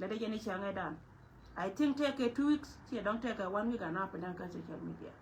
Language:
Nuer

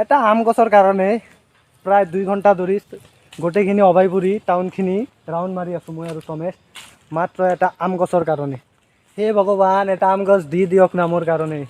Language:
Assamese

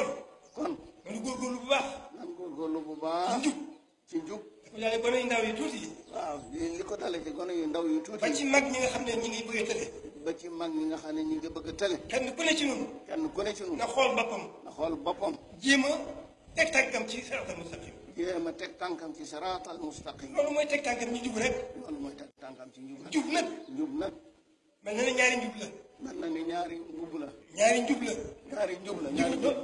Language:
Wolof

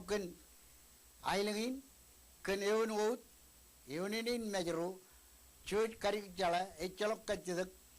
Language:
Marshallese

